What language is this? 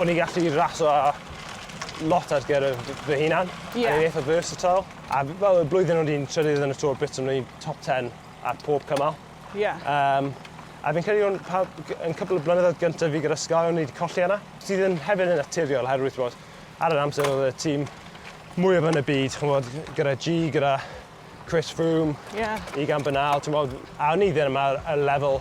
Welsh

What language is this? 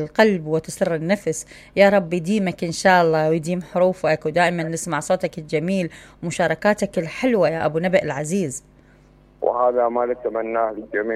Mesopotamian Arabic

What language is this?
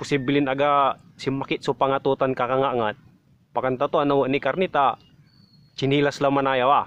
Pangasinan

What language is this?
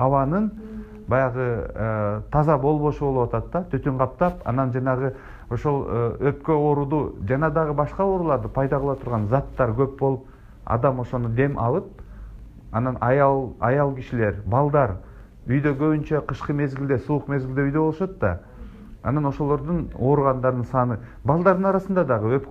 Kyrgyz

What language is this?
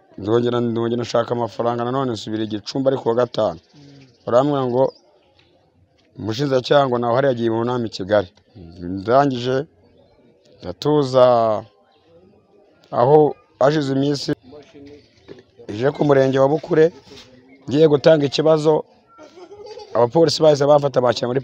Kinyarwanda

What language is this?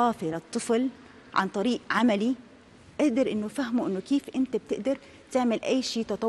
North Levantine Arabic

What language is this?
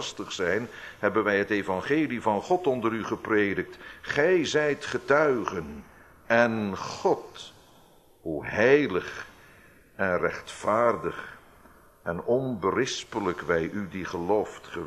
Dutch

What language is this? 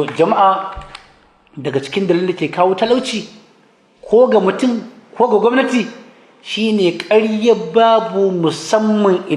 Hausa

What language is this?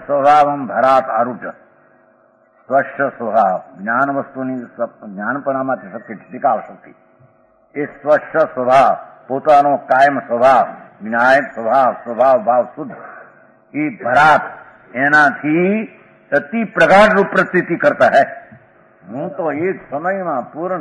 Gujarati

